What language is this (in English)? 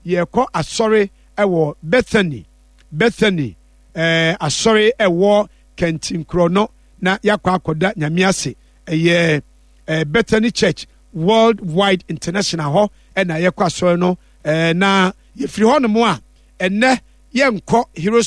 Akan